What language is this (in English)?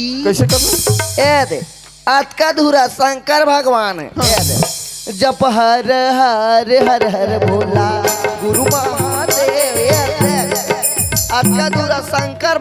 Chhattisgarhi